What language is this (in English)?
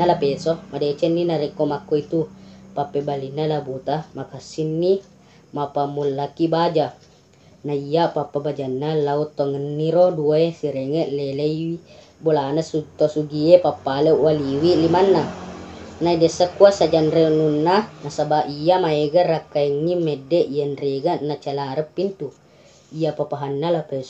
Buginese